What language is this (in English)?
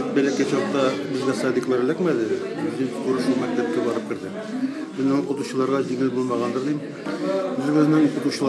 Tatar